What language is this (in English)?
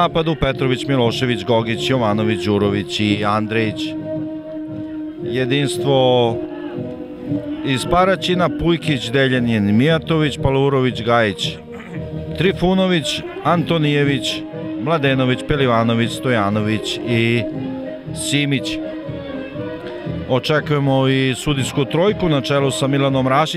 Serbian